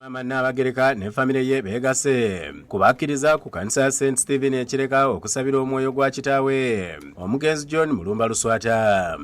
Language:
Ganda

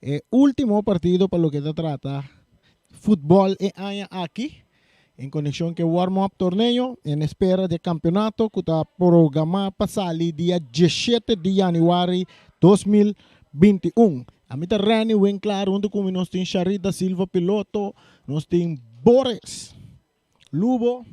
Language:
Papiamento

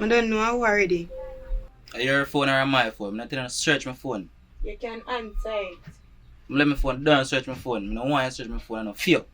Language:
Jamaican Creole English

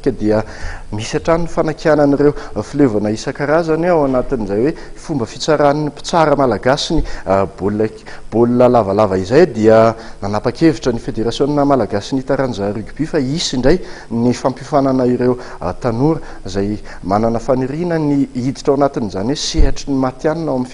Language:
Malagasy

